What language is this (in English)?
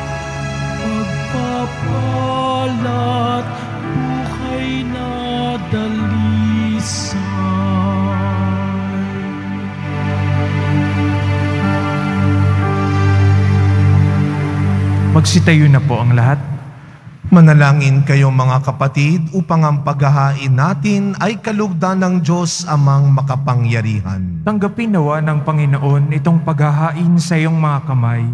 Filipino